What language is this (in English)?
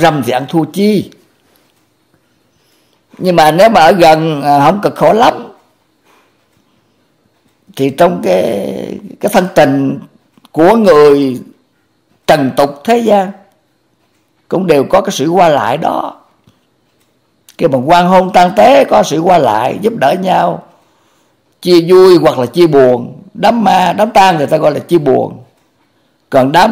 Vietnamese